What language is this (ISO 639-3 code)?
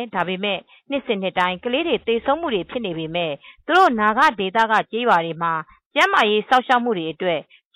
mya